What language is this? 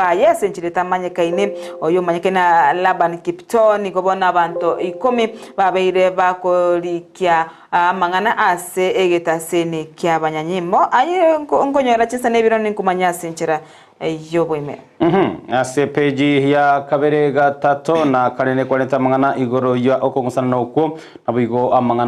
Gusii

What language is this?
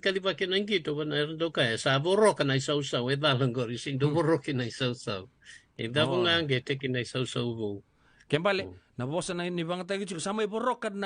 Fijian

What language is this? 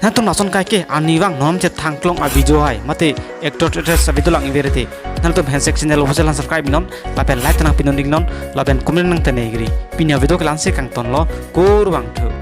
Karbi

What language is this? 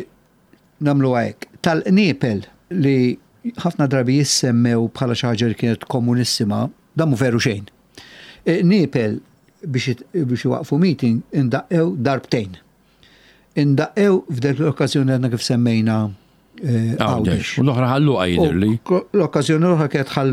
Maltese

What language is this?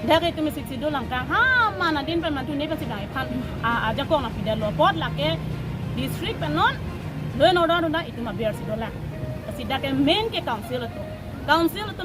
Karbi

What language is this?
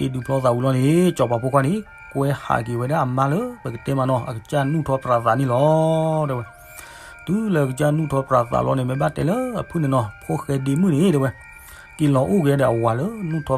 S'gaw Karen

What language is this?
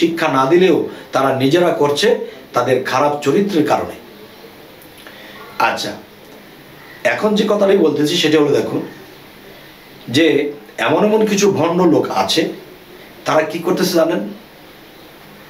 Bangla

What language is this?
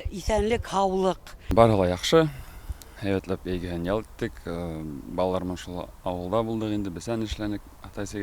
Bashkir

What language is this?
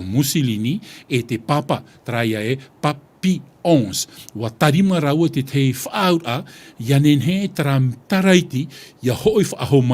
Tahitian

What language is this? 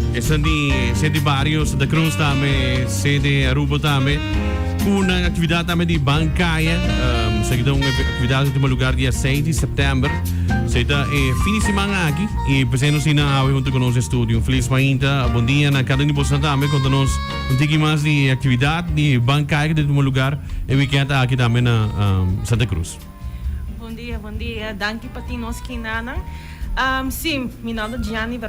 Papiamento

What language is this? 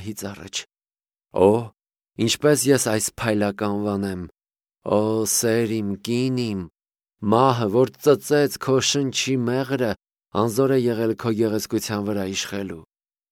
Armenian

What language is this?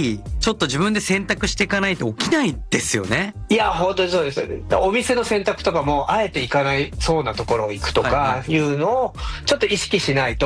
Japanese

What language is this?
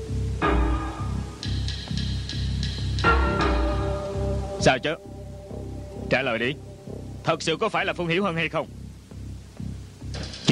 Vietnamese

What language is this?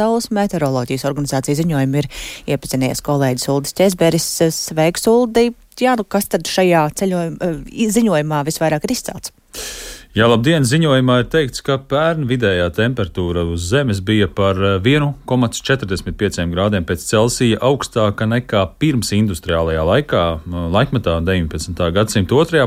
Latvian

